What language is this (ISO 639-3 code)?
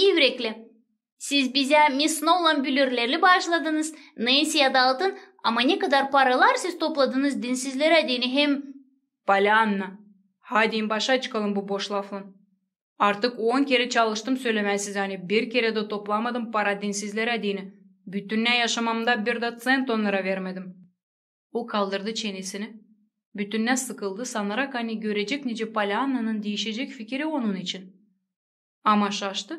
gag